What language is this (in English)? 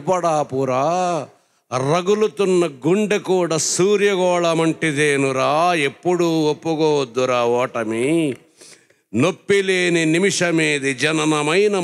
Telugu